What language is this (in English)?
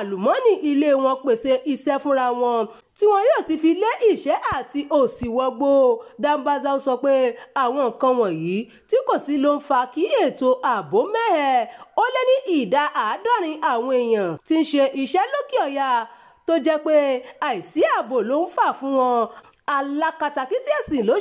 Yoruba